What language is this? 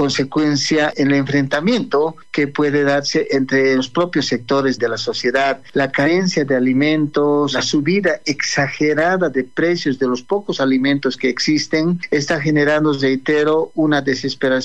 Spanish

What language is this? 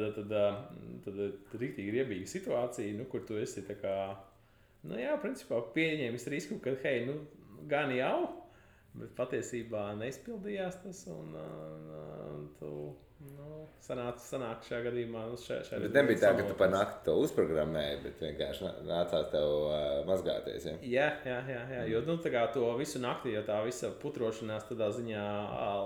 Latvian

